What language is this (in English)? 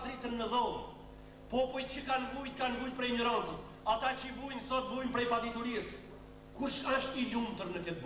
Albanian